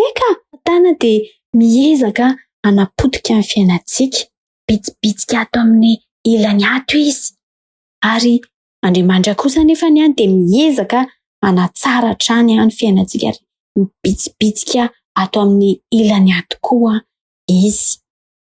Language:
Malagasy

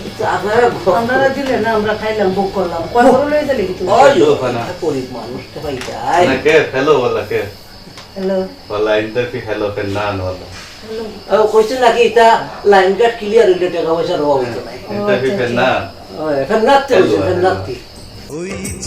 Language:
Sylheti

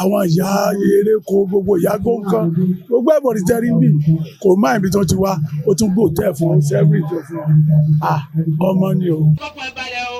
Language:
Yoruba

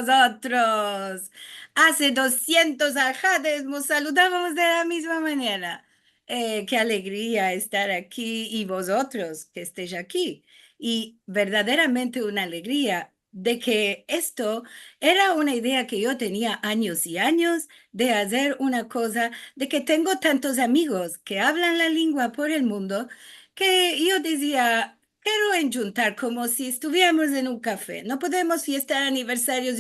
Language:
Ladino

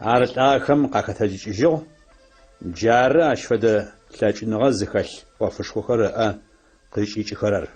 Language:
Adyghe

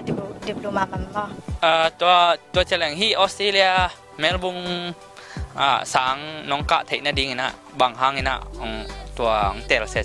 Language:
Tedim Chin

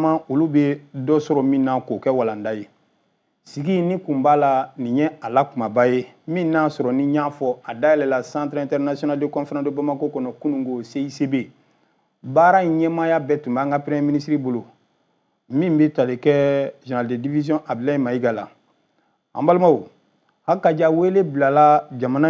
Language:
Bambara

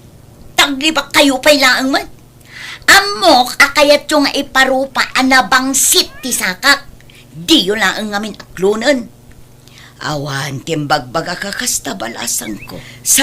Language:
Iloko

